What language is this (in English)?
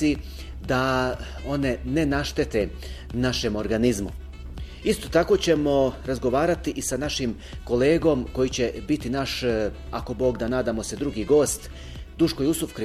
Bosnian